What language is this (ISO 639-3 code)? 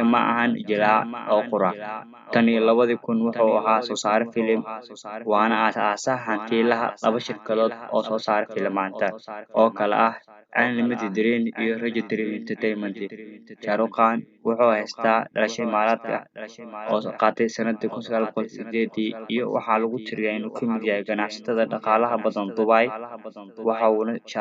som